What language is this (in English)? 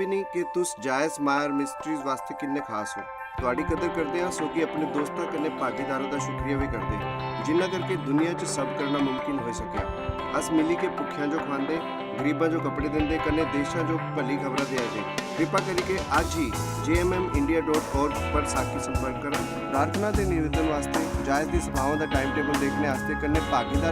Dogri